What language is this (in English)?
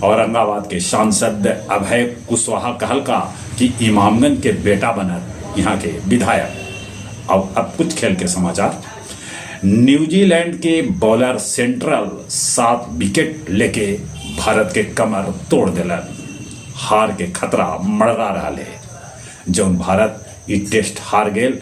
Magahi